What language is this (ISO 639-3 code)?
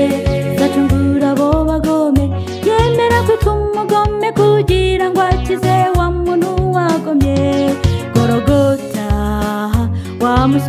kin